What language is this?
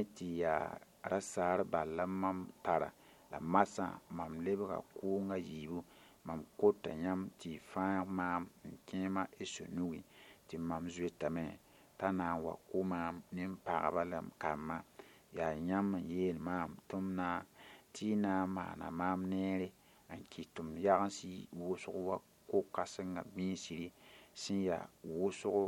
Mossi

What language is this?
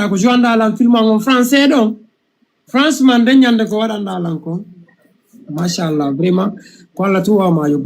Fula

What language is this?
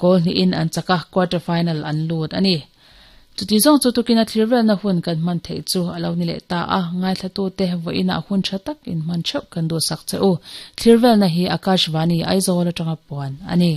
Mizo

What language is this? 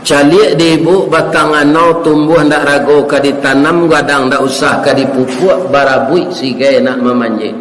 Minangkabau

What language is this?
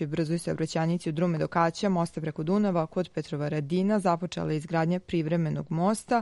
Serbian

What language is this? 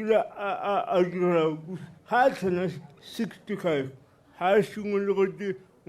Tswana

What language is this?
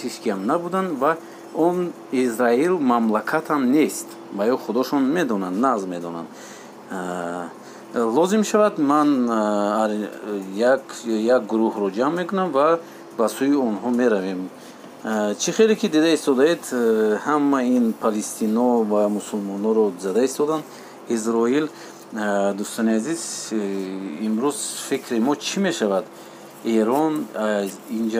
Tajik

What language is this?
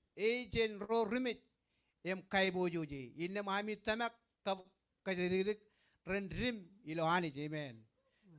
Marshallese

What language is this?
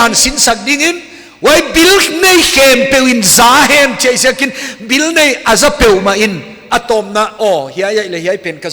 Paite Chin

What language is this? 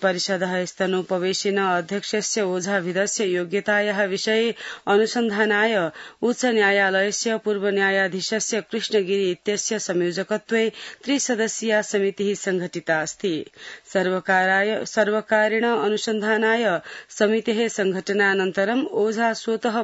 Sanskrit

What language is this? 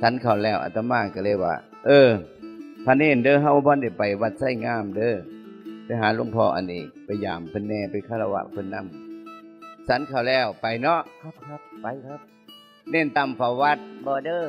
Northeastern Thai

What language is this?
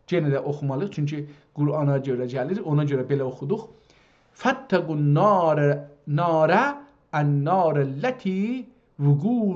South Azerbaijani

